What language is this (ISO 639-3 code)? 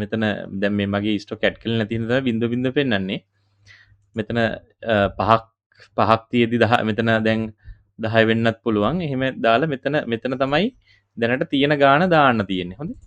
sin